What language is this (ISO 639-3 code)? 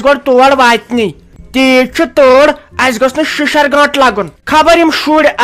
kas